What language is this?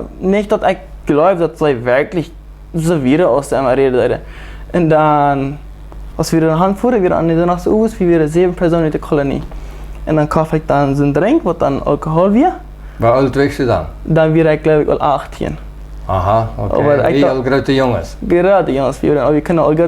Plautdietsch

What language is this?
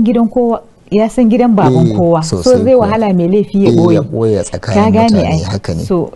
Hausa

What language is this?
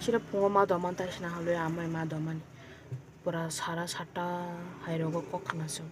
Kok Borok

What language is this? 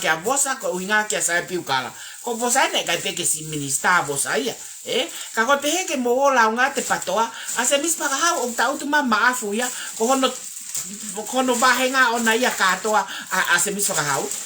Tongan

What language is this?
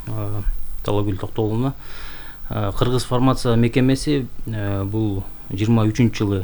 Kyrgyz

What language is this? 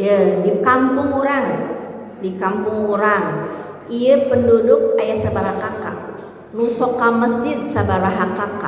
Sundanese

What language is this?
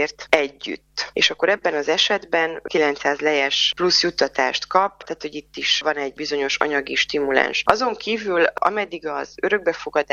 Hungarian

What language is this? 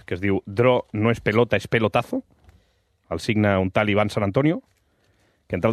Catalan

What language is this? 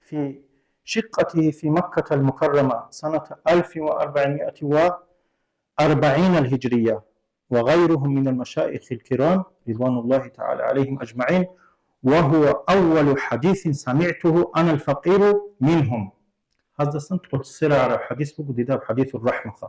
Avaric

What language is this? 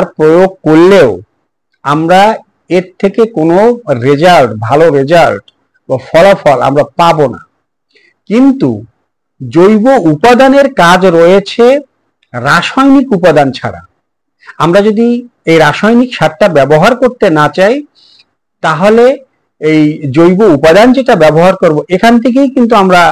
Bangla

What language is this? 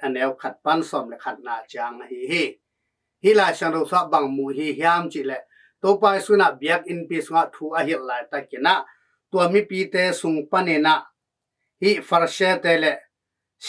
Tedim Chin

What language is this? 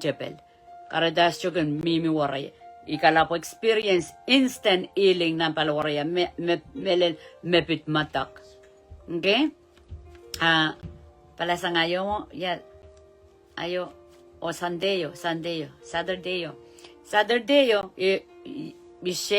Pohnpeian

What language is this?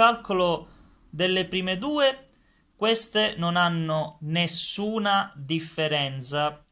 Italian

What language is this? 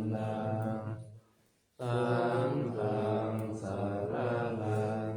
Pali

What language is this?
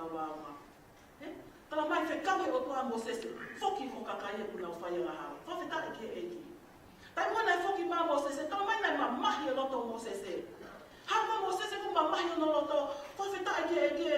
Tongan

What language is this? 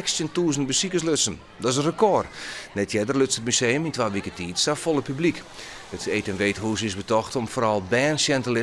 Western Frisian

